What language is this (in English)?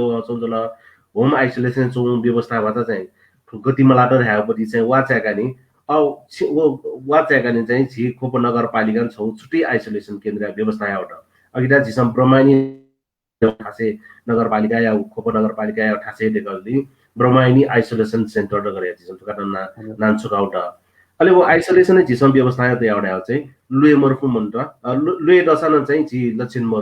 Newari